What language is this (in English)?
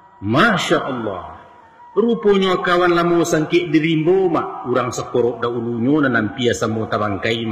Minangkabau